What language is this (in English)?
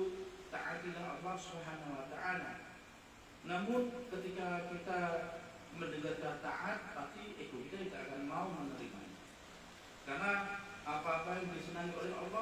Indonesian